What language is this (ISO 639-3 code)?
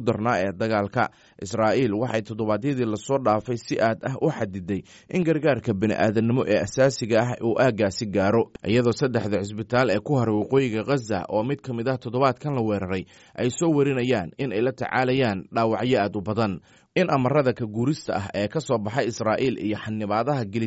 som